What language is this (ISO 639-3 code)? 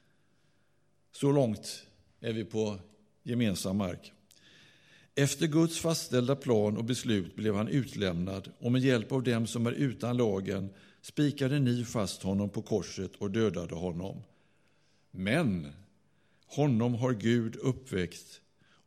swe